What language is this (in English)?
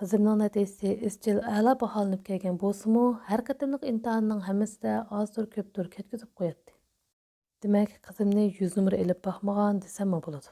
Uyghur